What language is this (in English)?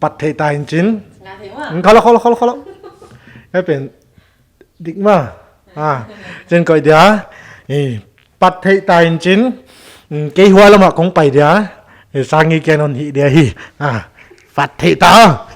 Paite Chin